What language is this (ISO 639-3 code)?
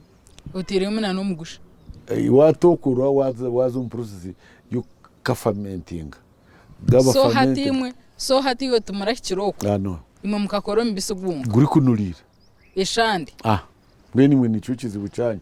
nyn